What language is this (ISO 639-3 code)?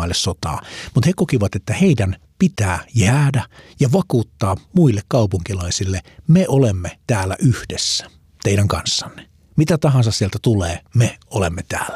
fin